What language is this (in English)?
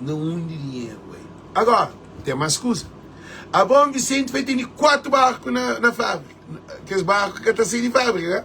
Kabuverdianu